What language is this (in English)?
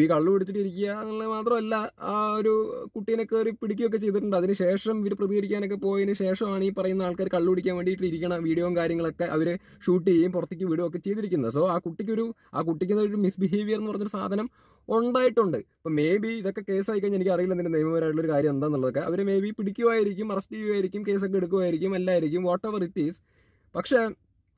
Malayalam